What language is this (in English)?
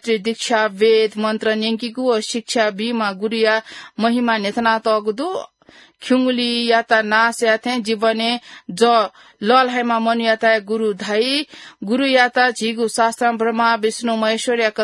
Newari